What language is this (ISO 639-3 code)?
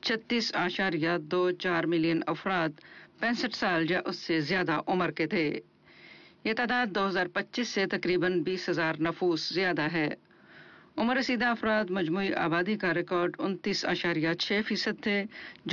urd